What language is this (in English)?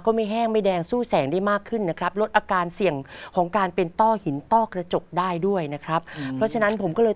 Thai